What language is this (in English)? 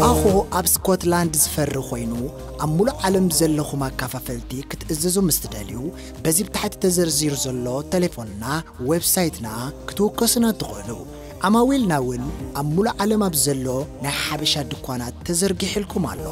Tigrinya